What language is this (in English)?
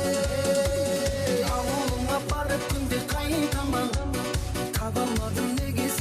Kara-Kalpak